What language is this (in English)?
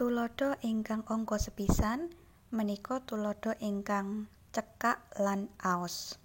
Javanese